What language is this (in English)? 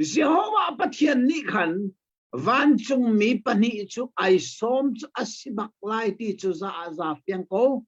Hakha Chin